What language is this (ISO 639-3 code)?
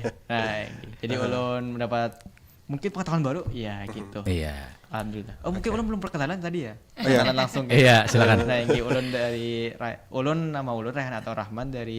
bjn